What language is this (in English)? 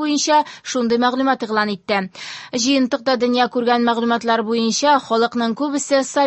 Tatar